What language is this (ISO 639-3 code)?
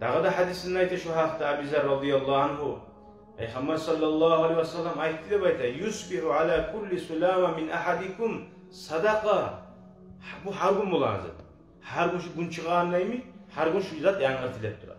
kum